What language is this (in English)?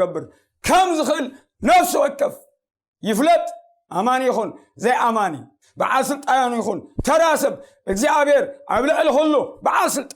Tigrinya